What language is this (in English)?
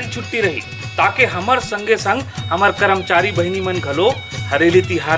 Chhattisgarhi